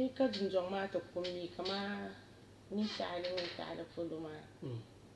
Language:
Dagbani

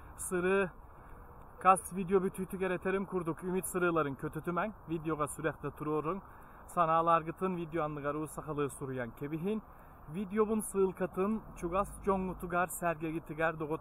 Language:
Yakut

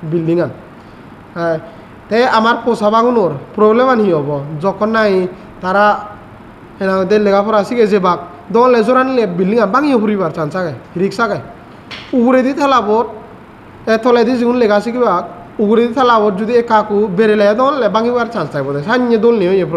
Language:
Chakma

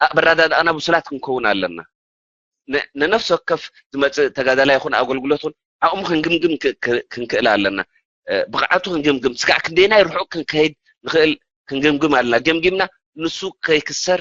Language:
Tigrinya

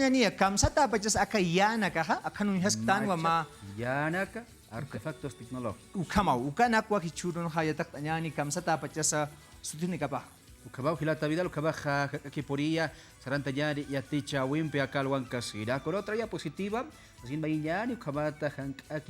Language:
Aymara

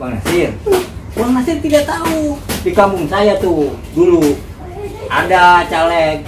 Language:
Betawi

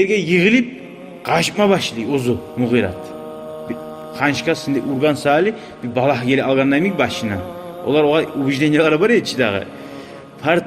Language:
Kumyk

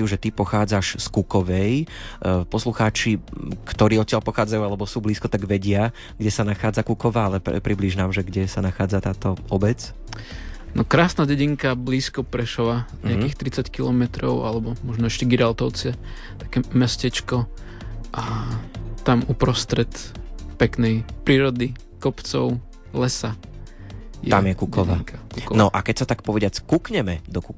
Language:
Slovak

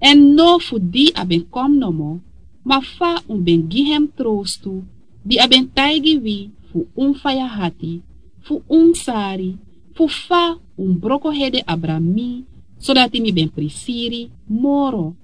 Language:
Sranan Tongo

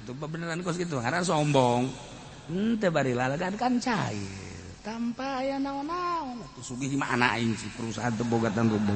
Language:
Sundanese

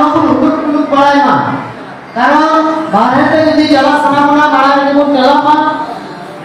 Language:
Santali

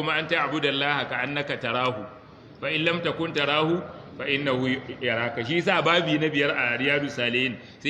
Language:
Hausa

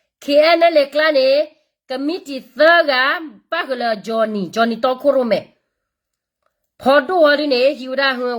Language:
S'gaw Karen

